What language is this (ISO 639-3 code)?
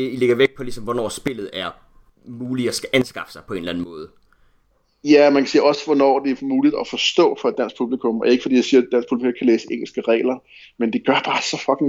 dan